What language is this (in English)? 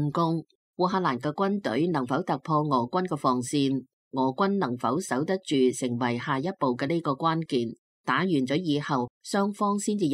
Cantonese